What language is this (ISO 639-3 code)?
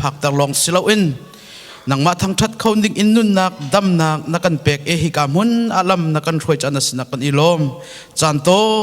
cnh